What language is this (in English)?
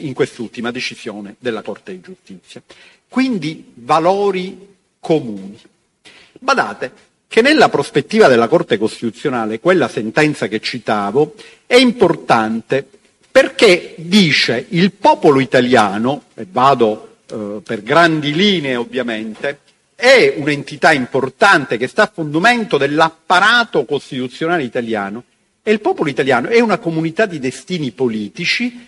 Italian